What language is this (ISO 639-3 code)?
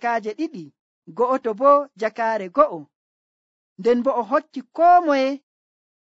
fuv